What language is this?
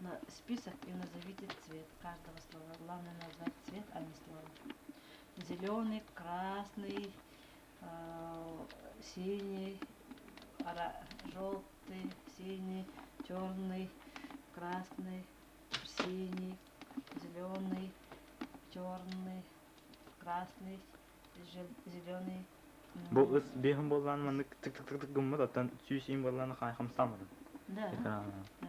Yakut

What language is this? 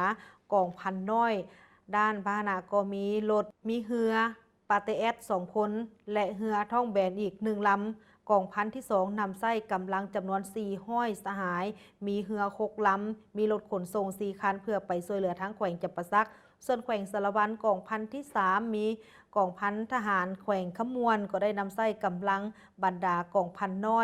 Lao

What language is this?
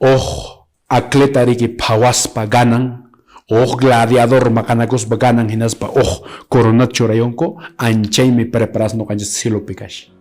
Quechua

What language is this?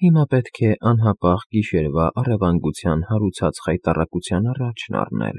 Armenian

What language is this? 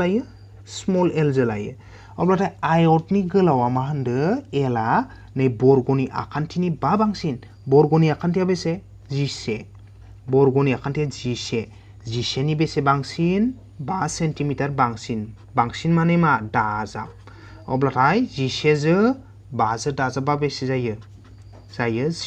Bodo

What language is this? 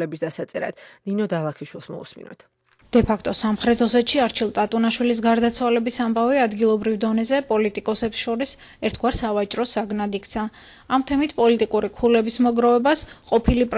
Georgian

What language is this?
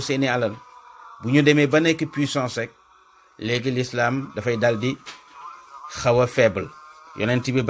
Wolof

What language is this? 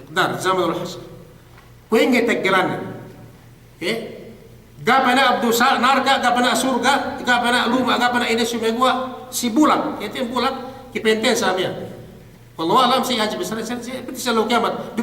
Yakan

